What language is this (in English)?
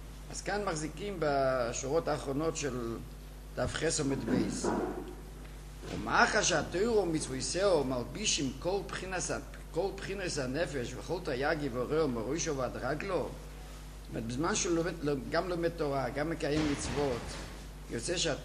Hebrew